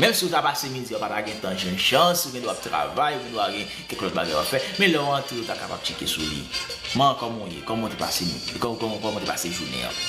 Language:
Haitian Creole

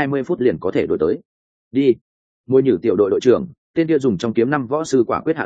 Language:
Vietnamese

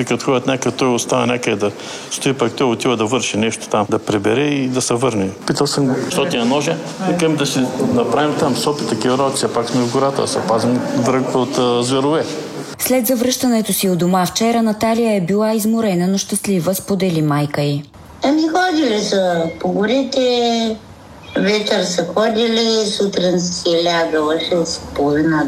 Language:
Bulgarian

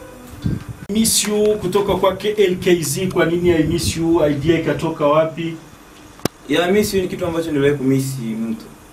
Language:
Swahili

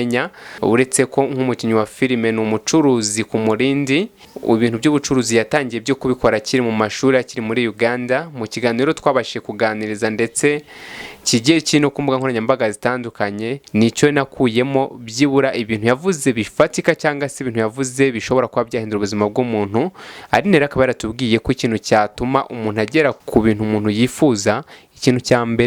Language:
Kinyarwanda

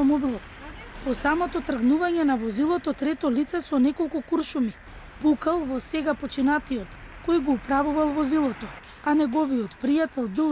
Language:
Macedonian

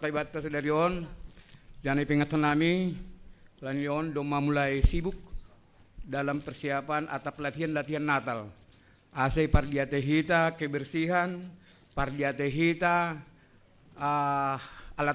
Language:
Batak Simalungun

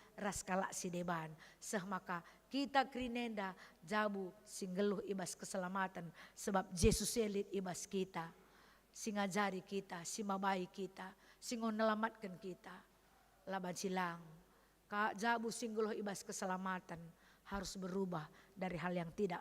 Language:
Batak Karo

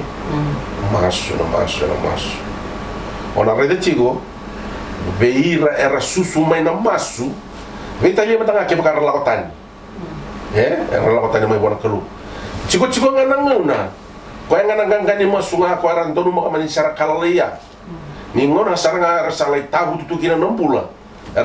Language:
Fijian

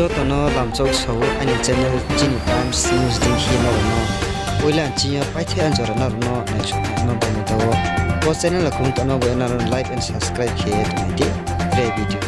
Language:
Riang (India)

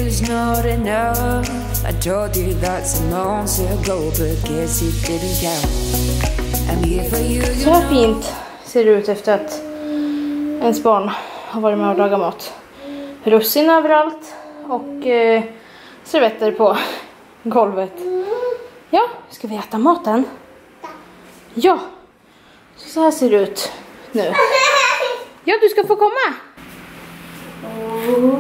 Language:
Swedish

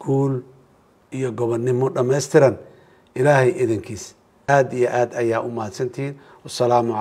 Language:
Somali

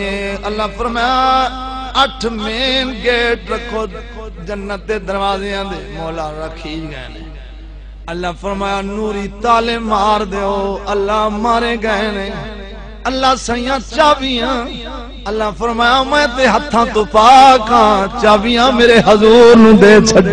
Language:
Saraiki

